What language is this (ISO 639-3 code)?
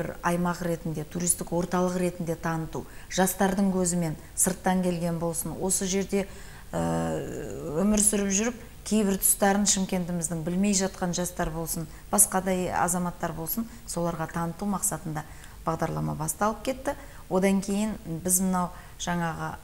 kaz